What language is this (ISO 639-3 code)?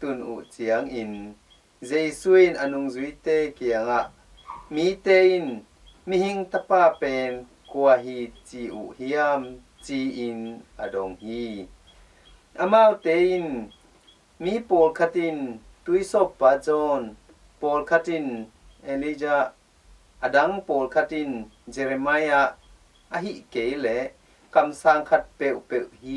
ctd